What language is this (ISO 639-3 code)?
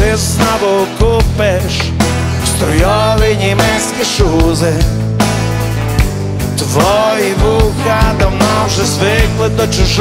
ukr